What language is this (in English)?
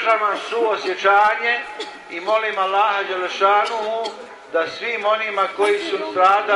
Bosnian